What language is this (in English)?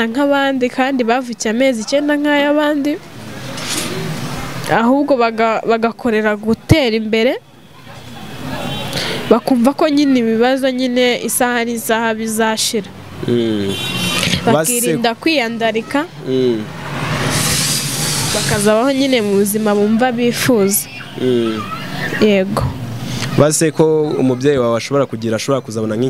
Kinyarwanda